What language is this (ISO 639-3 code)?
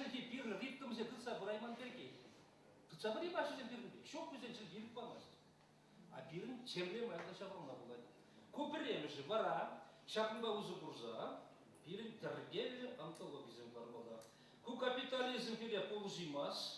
chv